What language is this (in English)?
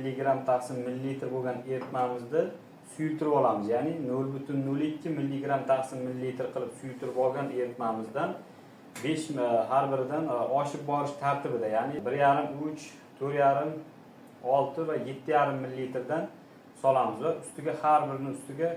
Uzbek